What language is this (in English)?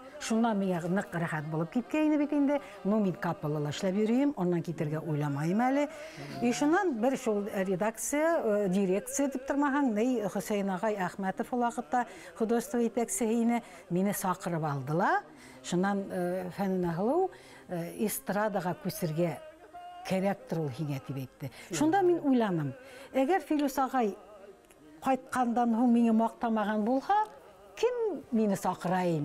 Bashkir